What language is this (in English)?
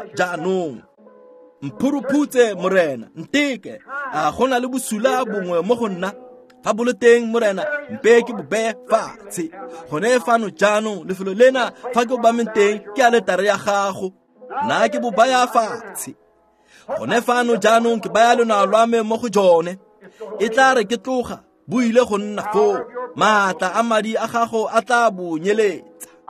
Tswana